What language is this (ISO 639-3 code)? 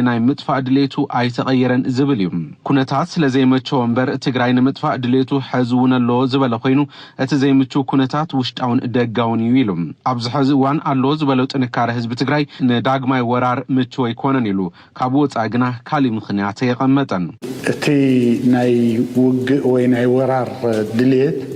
tir